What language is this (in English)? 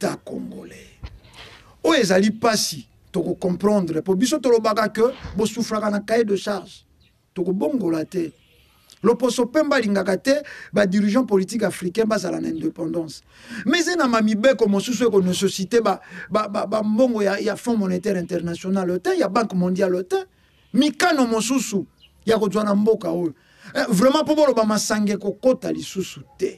Lingala